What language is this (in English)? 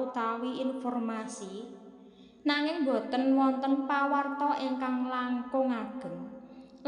Javanese